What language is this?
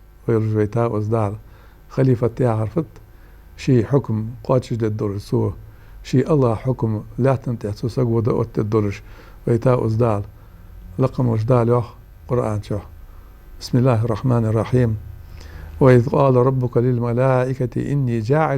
Ingush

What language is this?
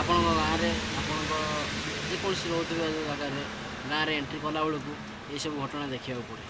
Odia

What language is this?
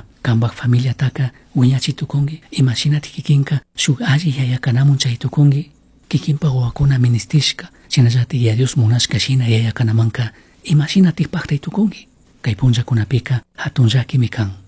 Chimborazo Highland Quichua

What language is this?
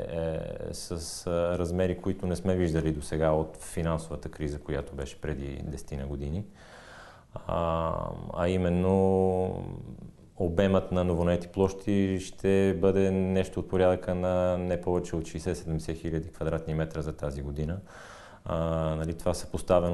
Bulgarian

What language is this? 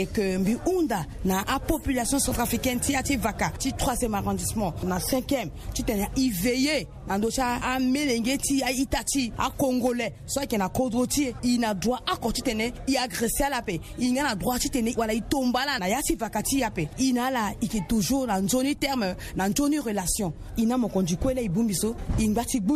Sango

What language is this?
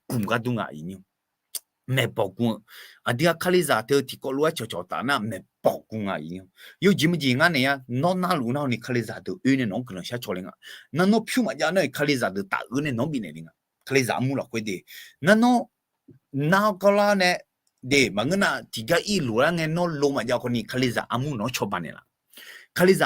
Akha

